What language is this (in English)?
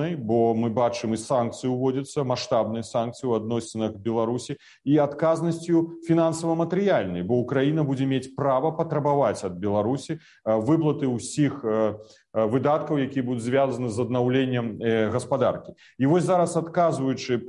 Belarusian